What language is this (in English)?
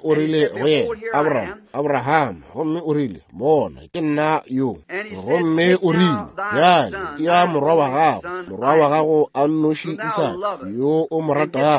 Northern Sotho